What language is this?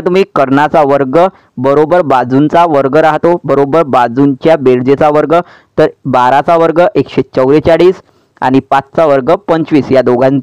Marathi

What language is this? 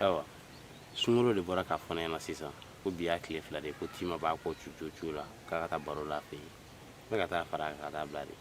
Bambara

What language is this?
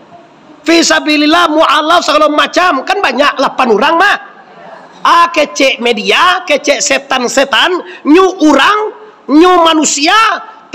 Minangkabau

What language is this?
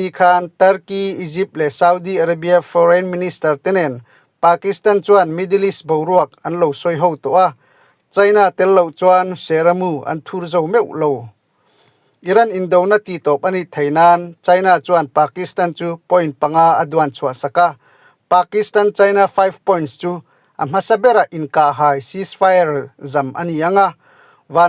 Mizo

